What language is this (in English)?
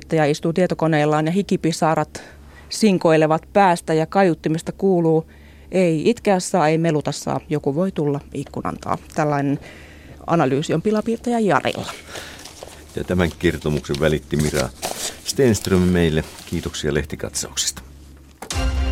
Finnish